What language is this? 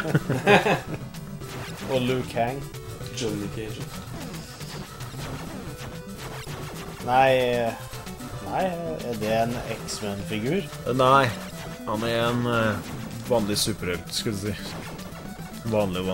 Norwegian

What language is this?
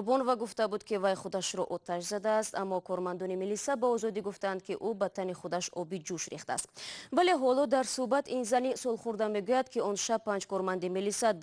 Tajik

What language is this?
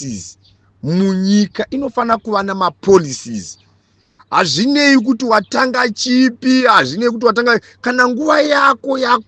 Shona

